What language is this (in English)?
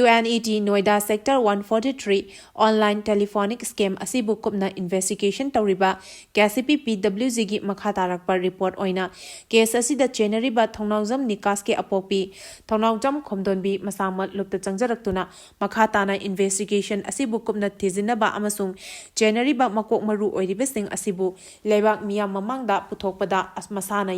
Manipuri